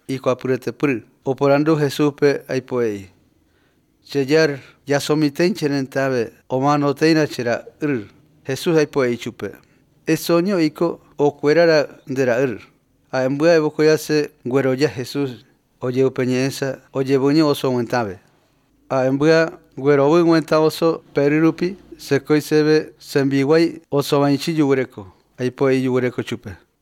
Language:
Albanian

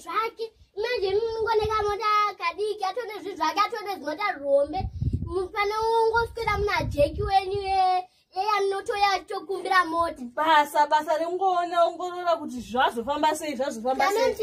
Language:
Shona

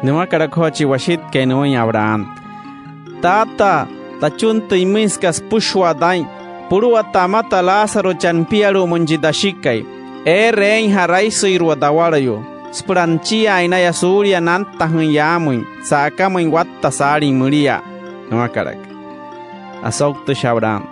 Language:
Wayuu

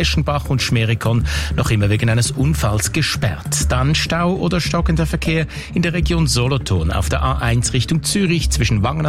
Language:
German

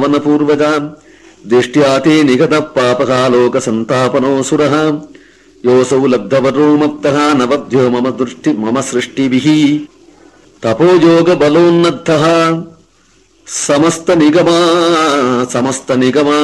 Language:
Sanskrit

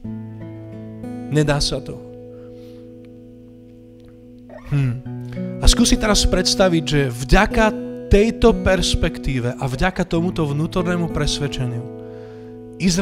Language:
Slovak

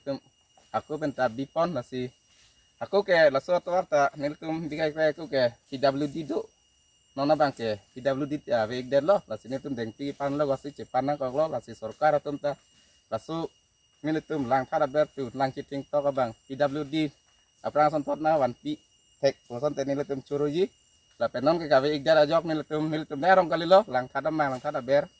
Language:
Karbi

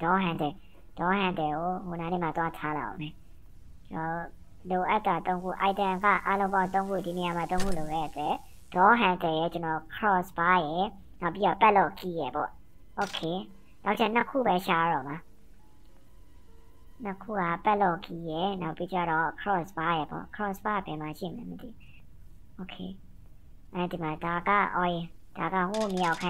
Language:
Burmese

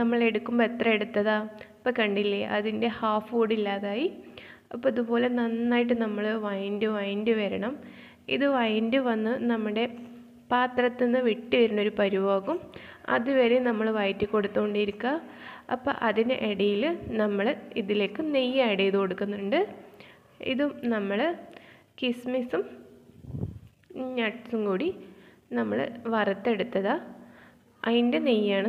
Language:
Malayalam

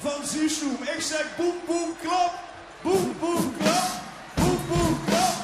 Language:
Limburgish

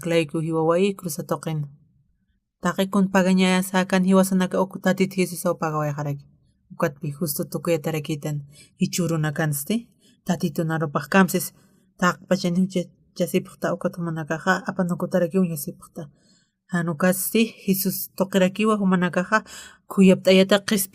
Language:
Aymara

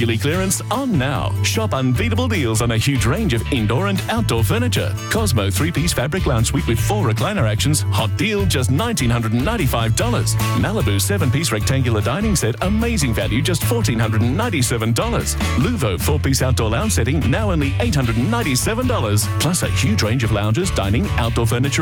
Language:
English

